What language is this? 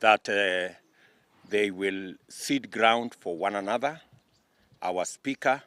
Gusii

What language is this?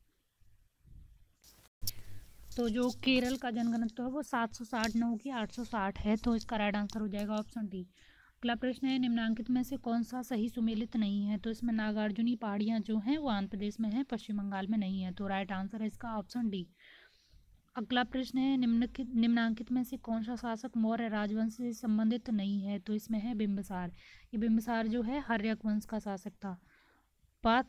Hindi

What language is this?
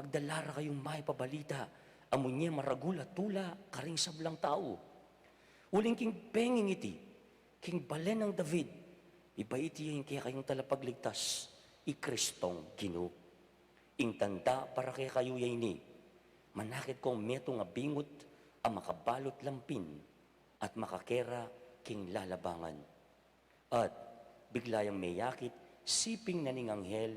Pampanga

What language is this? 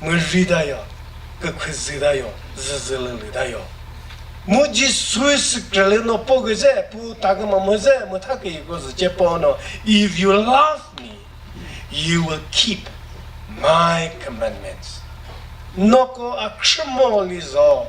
Chokri Naga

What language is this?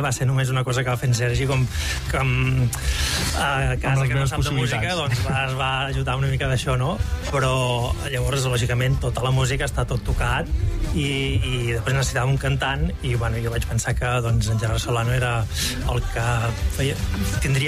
Catalan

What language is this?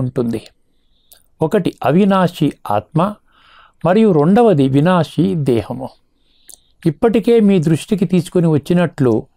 Telugu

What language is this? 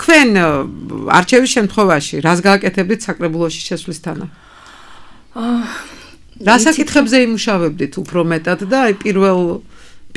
Georgian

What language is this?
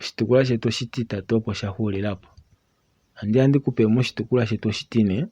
Kuanyama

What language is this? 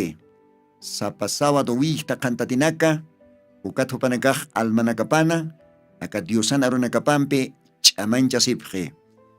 Aymara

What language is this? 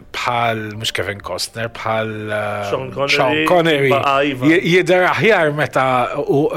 Maltese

